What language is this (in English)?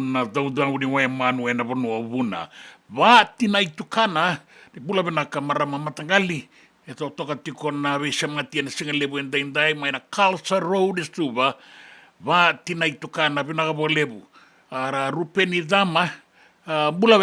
Fijian